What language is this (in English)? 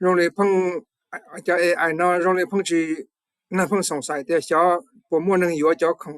Hmong